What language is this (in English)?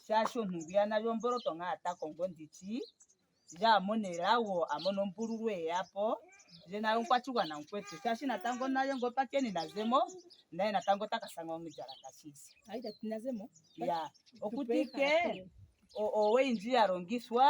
Ndonga